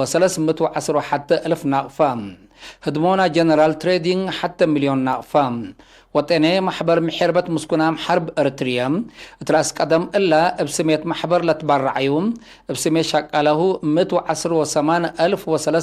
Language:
Tigre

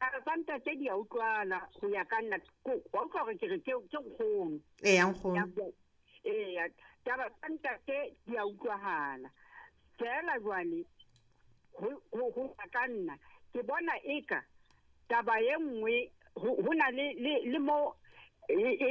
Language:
Southern Sotho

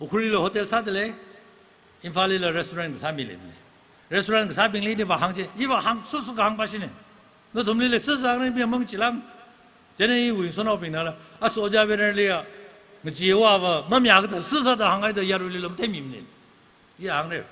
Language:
Tangkhul Naga (India)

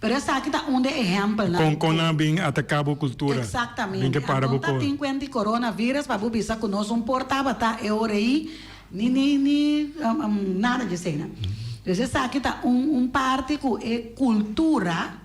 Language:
Papiamento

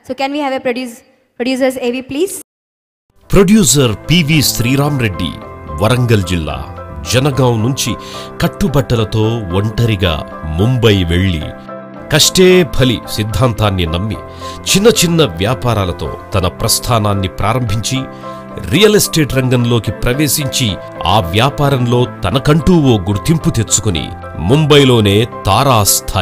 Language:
Telugu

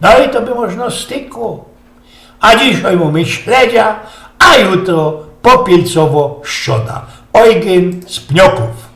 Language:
Silesian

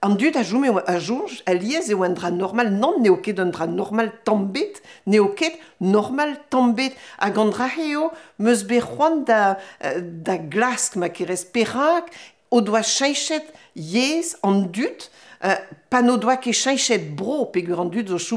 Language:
Breton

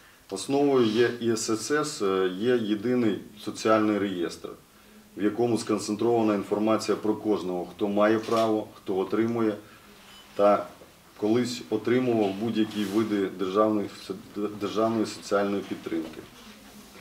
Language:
Ukrainian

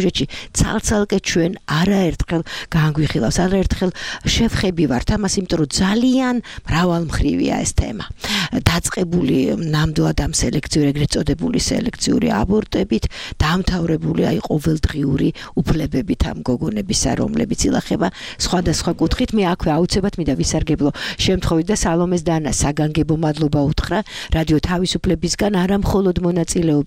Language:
Georgian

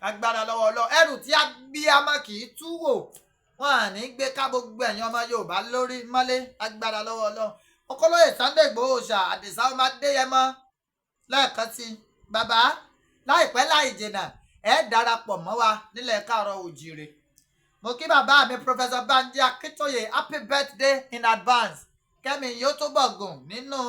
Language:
Yoruba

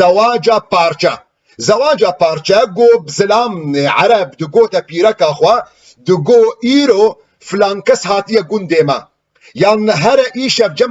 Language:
Kurdish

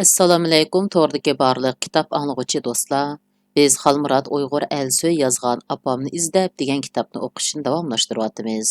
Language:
Uyghur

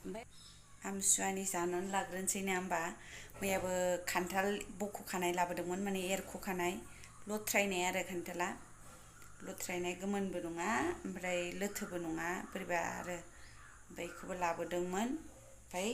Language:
Bodo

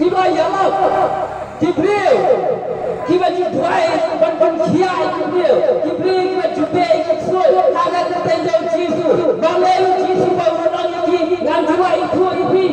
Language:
Khasi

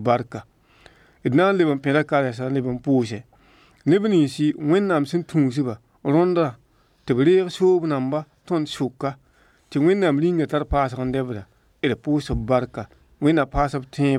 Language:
Mossi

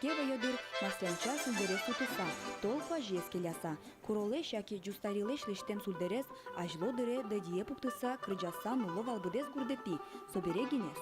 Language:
Udmurt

